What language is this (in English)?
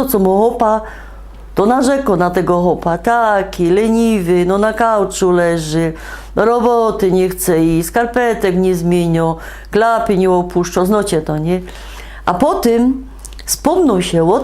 Silesian